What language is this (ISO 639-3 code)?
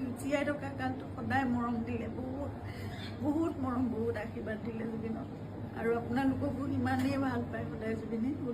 asm